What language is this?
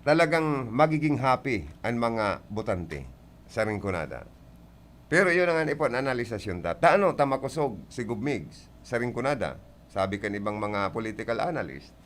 Bikol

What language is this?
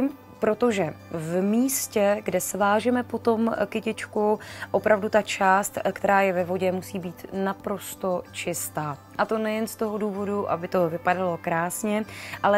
Czech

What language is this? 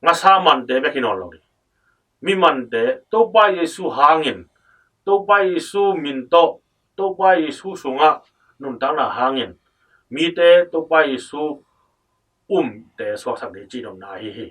Tedim Chin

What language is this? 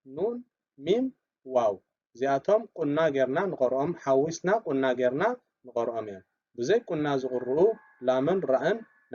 Tigrinya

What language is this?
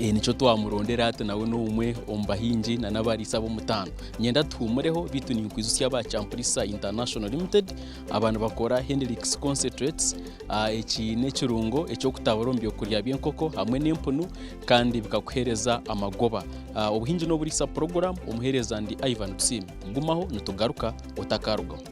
Nyankole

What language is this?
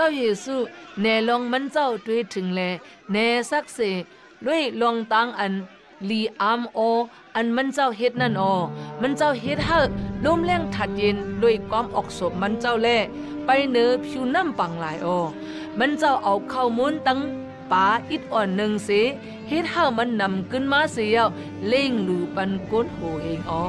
Shan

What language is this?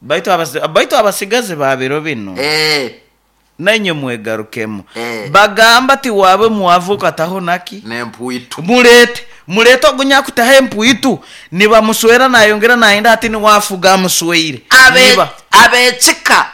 Nyoro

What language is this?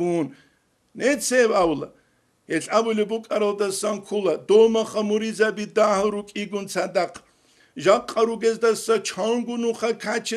Avaric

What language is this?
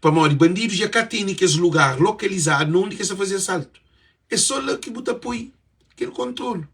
Kabuverdianu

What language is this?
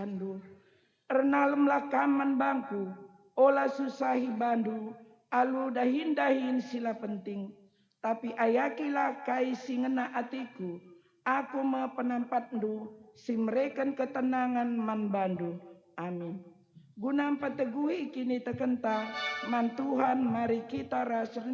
Batak Karo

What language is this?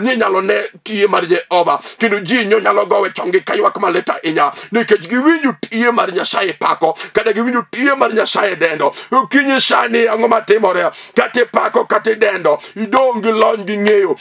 Luo (Kenya and Tanzania)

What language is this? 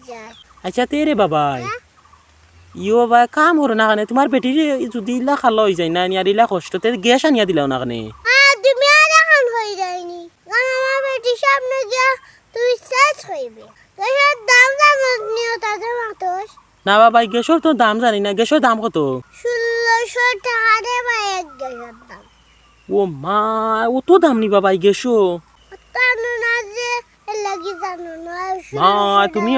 Sylheti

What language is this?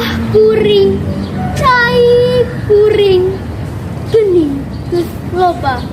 Sundanese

